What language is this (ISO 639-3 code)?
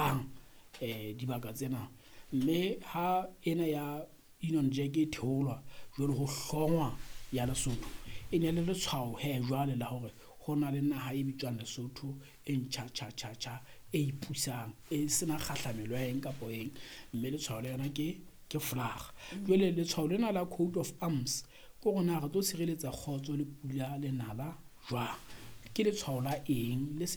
sot